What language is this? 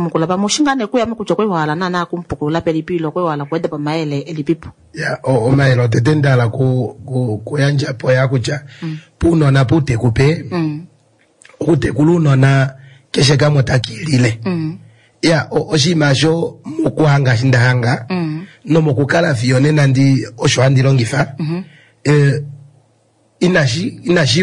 Kuanyama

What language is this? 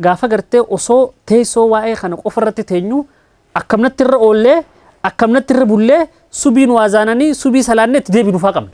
Oromo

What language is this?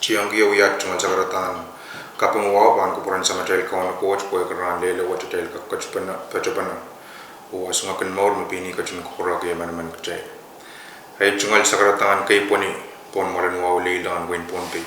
Pohnpeian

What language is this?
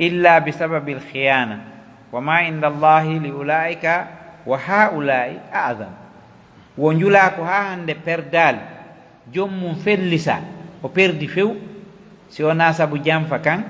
Pular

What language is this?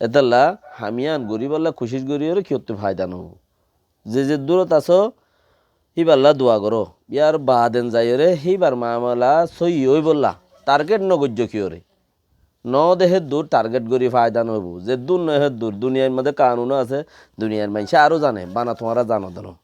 Rohingya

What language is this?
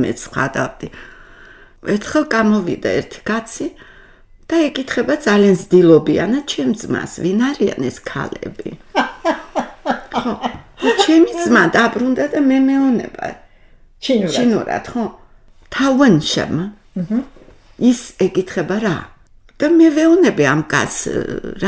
Georgian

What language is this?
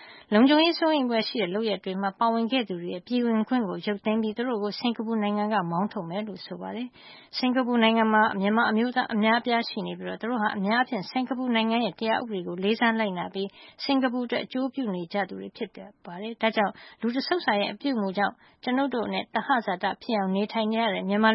Burmese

